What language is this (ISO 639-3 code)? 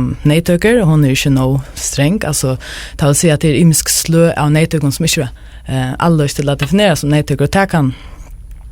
fao